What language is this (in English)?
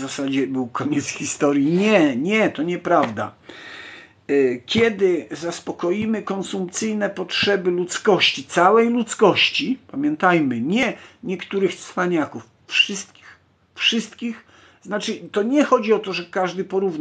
Polish